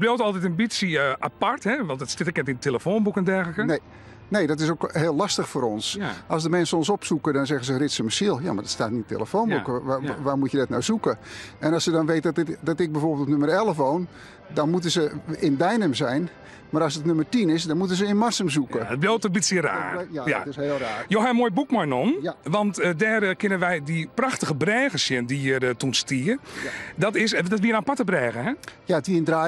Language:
Western Frisian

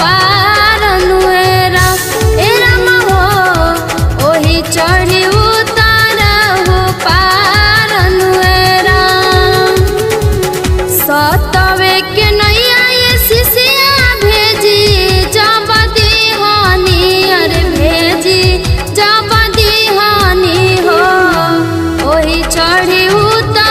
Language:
Bhojpuri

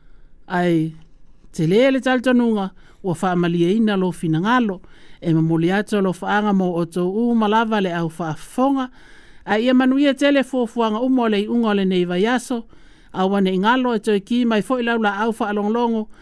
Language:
Samoan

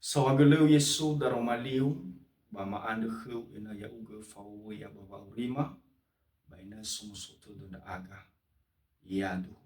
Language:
Nias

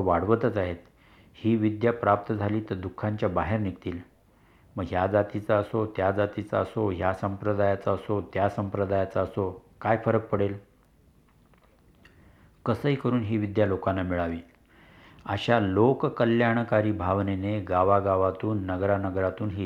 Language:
Marathi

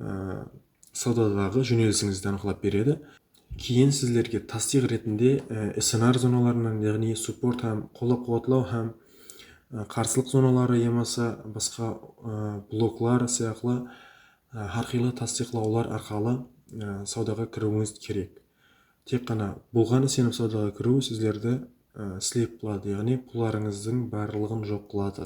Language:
Kara-Kalpak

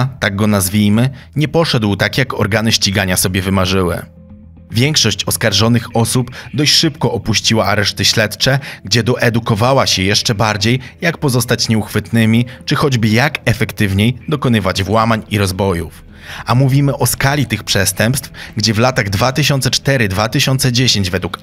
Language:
Polish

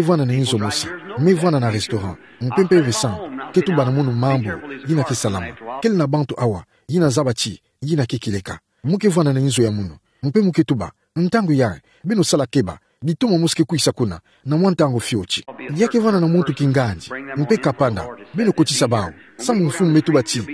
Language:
Kituba (Democratic Republic of Congo)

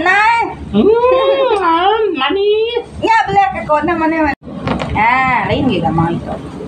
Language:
Iban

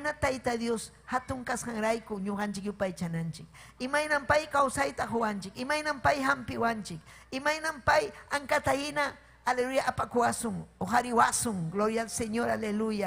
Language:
Ayacucho Quechua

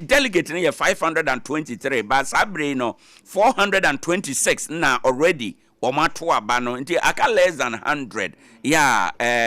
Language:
Akan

